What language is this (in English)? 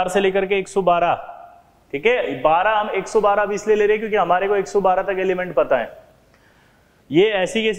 Hindi